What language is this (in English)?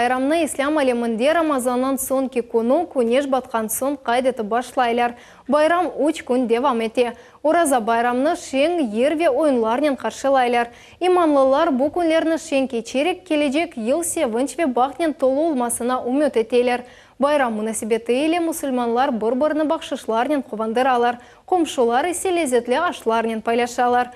Crimean Tatar